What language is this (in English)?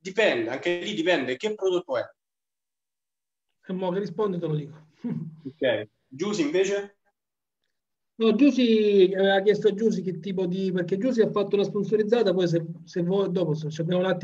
Italian